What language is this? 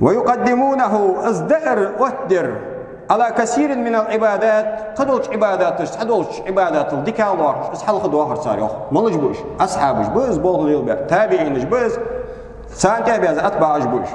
Ingush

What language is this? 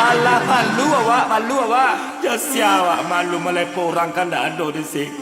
Minangkabau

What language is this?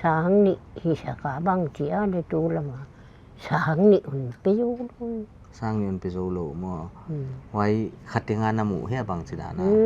Paite Chin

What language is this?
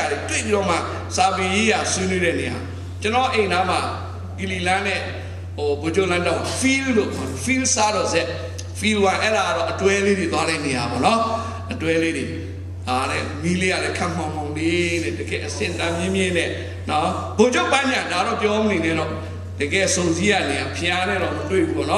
Burmese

